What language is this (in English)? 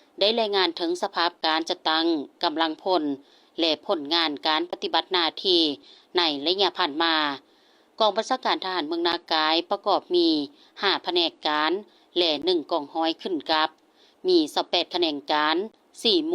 Lao